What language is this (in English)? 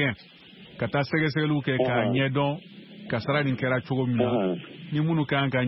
Bambara